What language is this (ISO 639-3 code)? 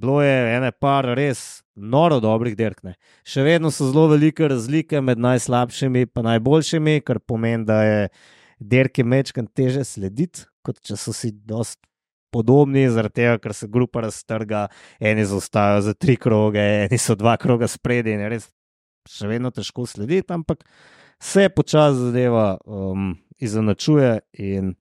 slv